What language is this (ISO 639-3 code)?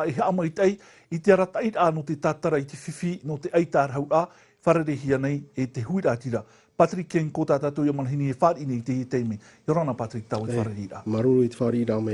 tah